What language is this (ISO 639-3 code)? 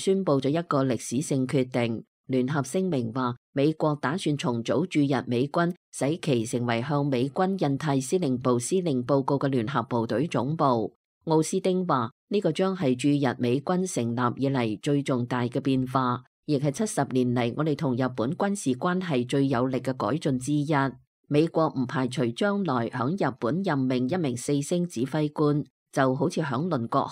yue